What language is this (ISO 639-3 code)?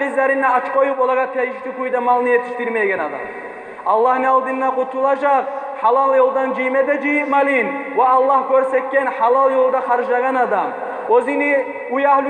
kum